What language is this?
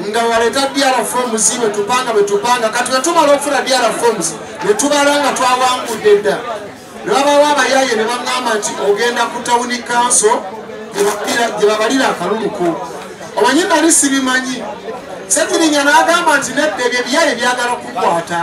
Ganda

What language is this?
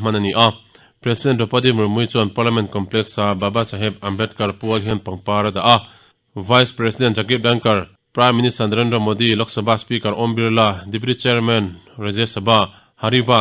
Mizo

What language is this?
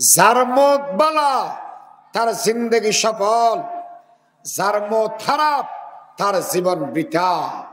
Rohingya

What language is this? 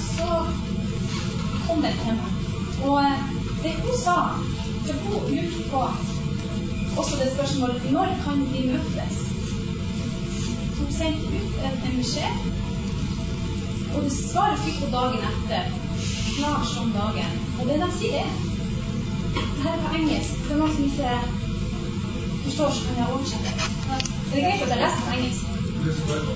Norwegian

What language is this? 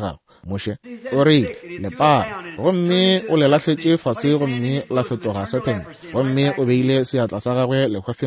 Northern Sotho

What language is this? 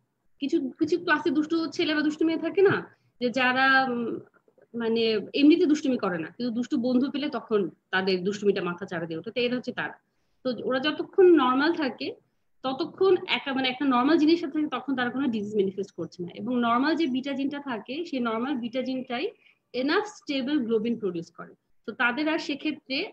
Bangla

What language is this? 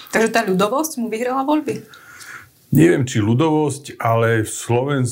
Slovak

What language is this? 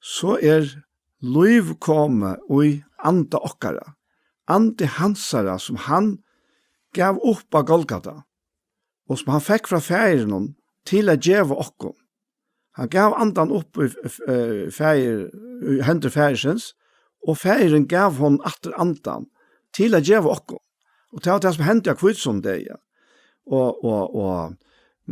Faroese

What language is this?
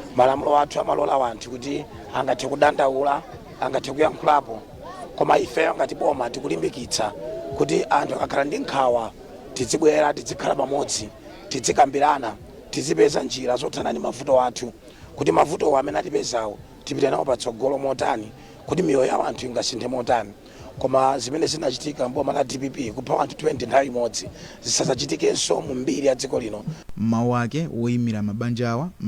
Nyanja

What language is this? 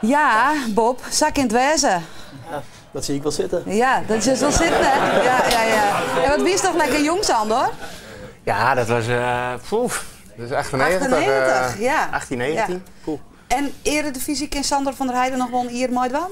Western Frisian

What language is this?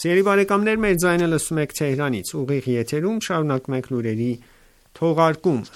Armenian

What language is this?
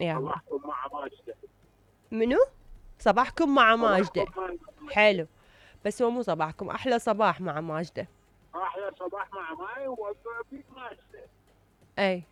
Mesopotamian Arabic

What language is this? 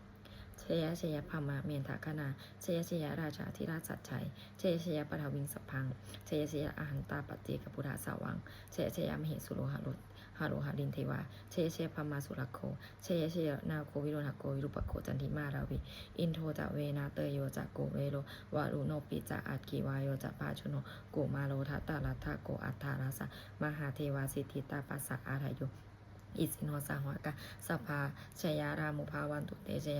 Pali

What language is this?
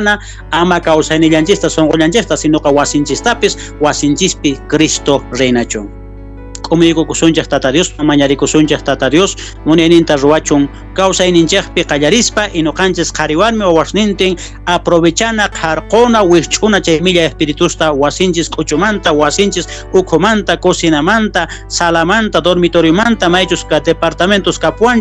South Bolivian Quechua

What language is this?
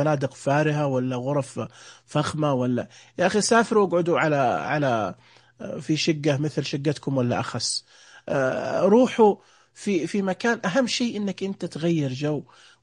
Najdi Arabic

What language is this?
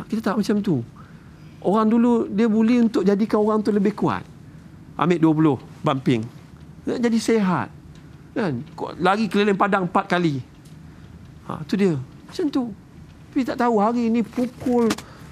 Malay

